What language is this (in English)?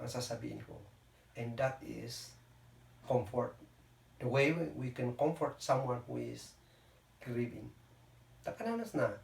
Kankanaey